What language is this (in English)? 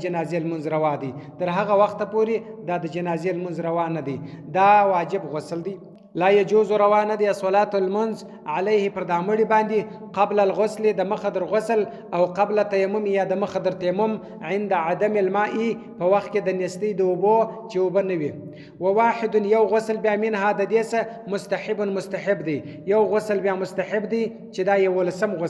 Pashto